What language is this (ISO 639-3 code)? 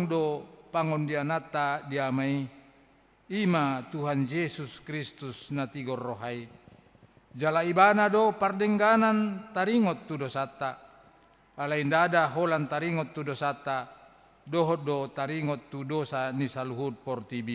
bbc